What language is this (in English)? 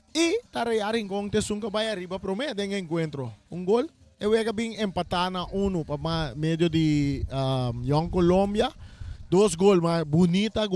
Papiamento